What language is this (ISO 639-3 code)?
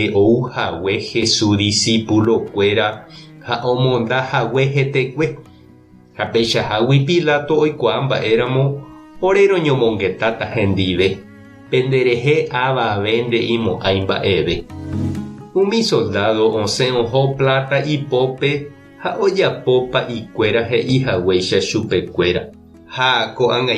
grn